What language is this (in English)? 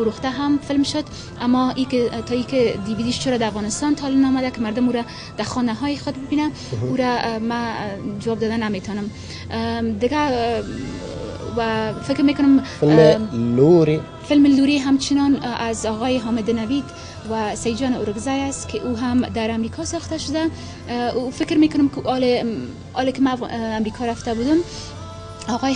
Persian